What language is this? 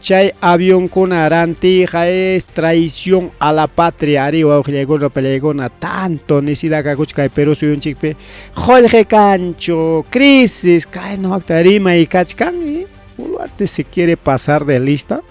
Ayacucho Quechua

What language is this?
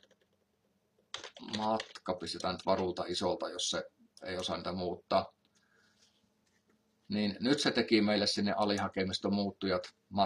Finnish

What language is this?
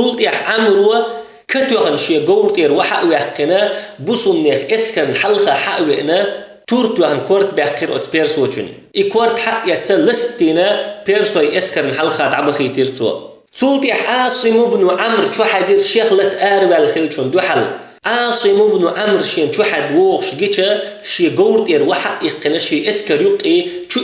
Chechen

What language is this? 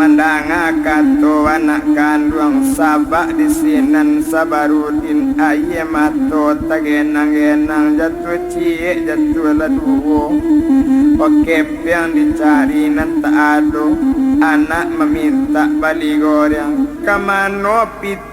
Minangkabau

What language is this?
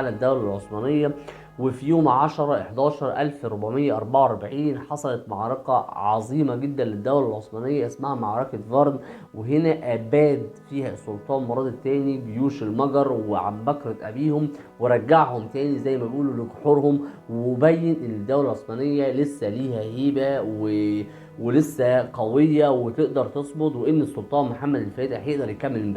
Egyptian Arabic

